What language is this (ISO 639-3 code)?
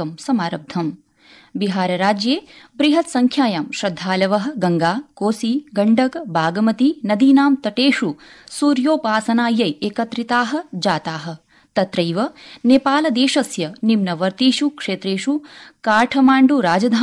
san